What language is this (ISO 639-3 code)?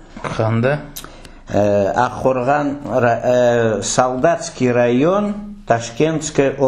crh